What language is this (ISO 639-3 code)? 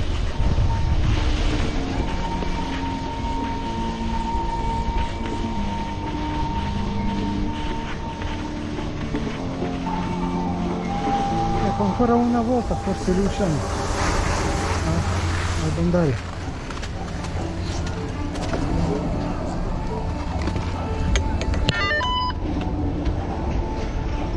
ita